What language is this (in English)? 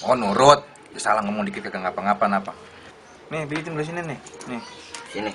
Betawi